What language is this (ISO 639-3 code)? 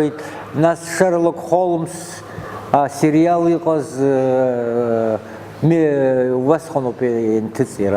abk